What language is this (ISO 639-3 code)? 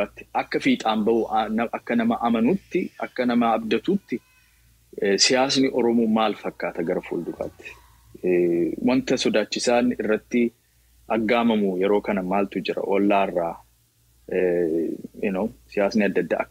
orm